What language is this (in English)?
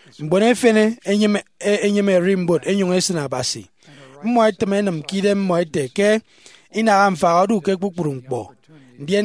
Efik